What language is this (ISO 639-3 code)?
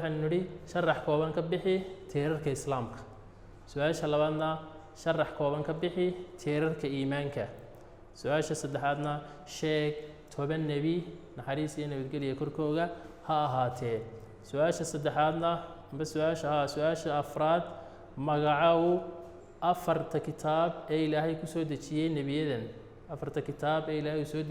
som